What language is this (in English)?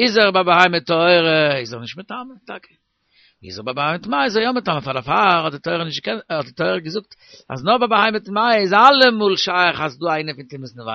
Yiddish